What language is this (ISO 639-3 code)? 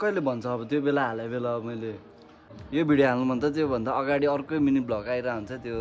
nep